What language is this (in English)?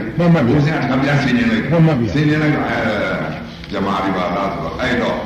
Burmese